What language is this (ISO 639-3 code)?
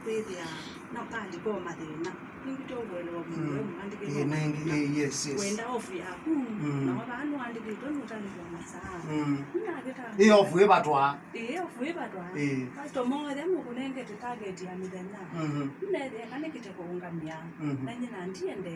kam